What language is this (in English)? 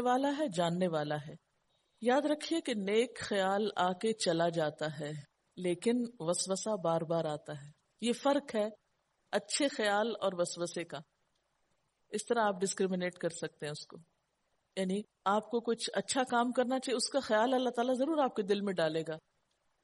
Urdu